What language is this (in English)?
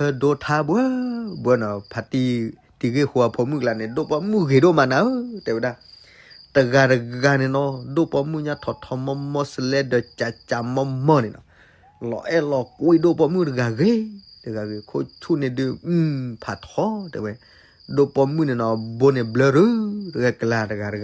S'gaw Karen